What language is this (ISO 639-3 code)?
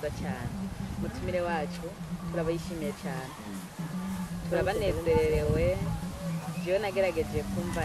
run